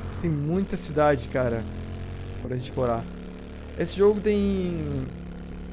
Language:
Portuguese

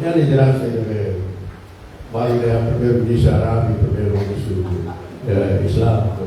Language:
Tetum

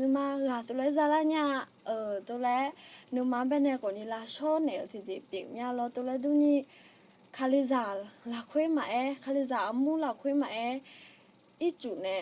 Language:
Akha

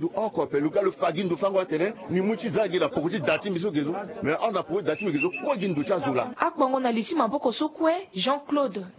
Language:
Sango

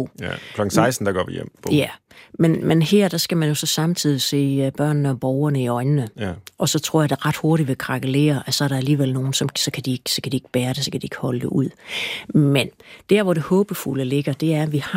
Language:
Danish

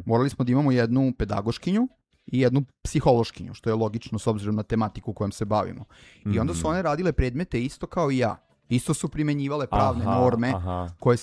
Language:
Serbian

